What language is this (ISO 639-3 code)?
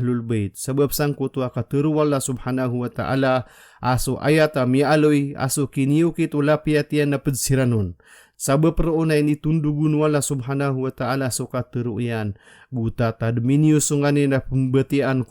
mrw